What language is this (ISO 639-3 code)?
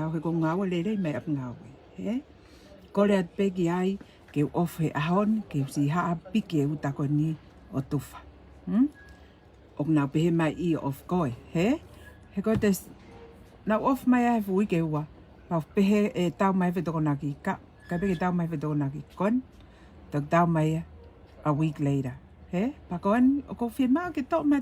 ton